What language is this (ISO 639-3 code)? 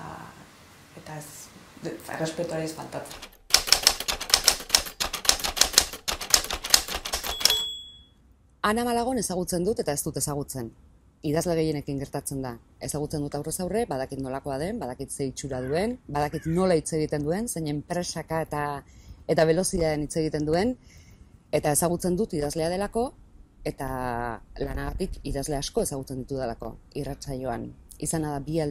eus